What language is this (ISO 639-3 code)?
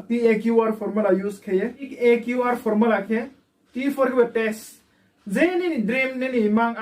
ria